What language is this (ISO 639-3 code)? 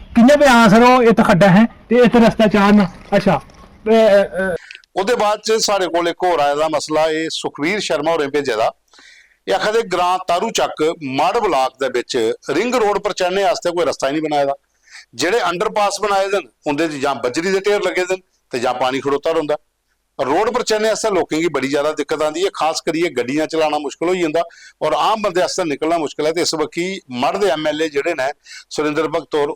doi